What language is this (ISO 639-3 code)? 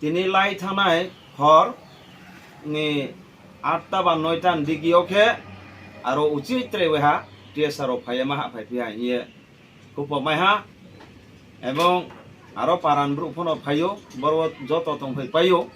ria